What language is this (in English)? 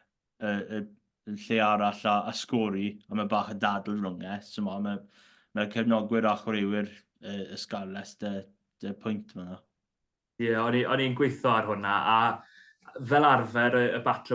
Welsh